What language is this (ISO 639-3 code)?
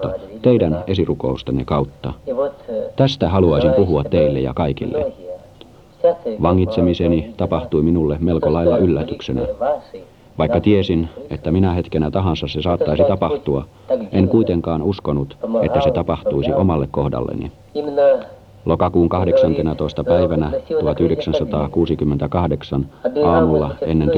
fin